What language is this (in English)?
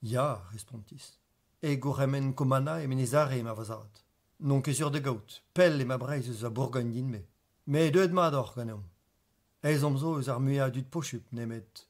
Breton